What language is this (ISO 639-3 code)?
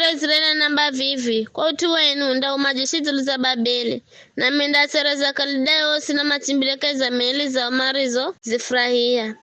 nyf